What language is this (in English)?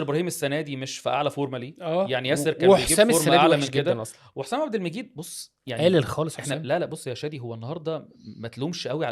Egyptian Arabic